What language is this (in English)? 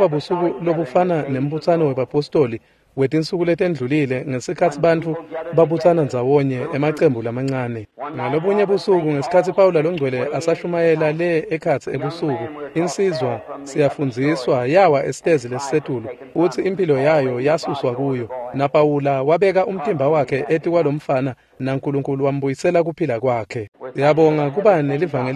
Swati